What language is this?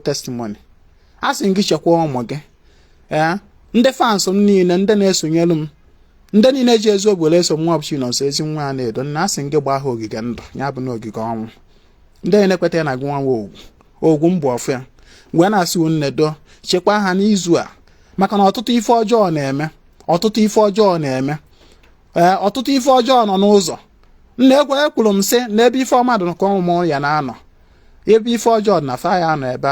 Igbo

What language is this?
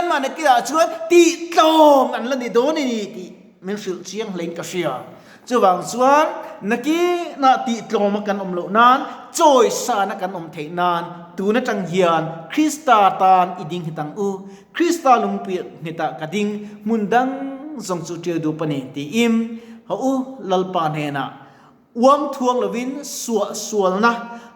Mizo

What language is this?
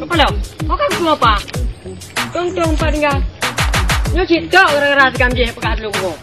Achinese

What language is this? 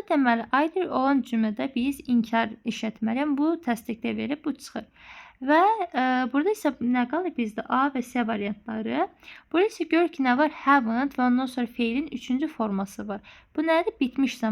Azerbaijani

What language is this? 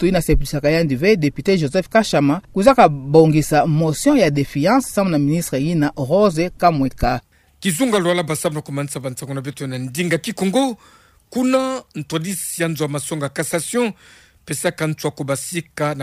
Kituba (Democratic Republic of Congo)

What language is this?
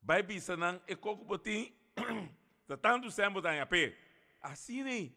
Papiamento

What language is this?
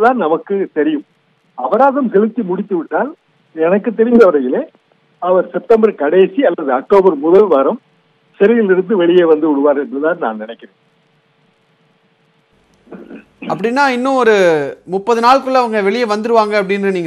Tamil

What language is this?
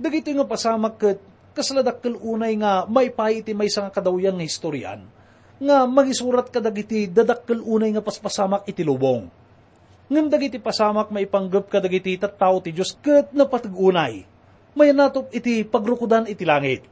Iloko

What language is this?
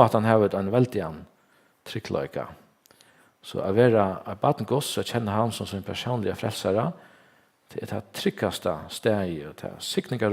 Faroese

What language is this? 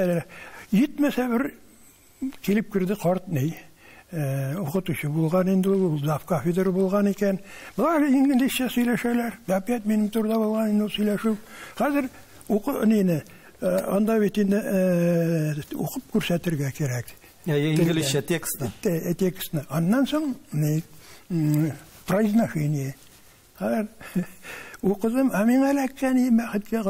Tatar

